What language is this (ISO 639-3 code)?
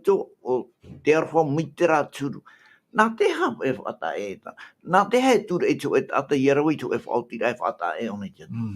tah